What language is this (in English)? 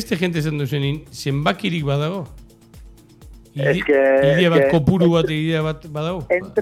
Basque